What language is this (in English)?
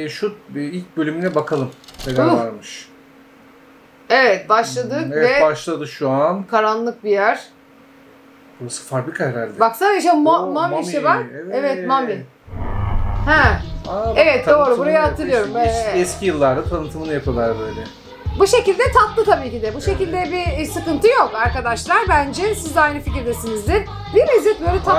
Turkish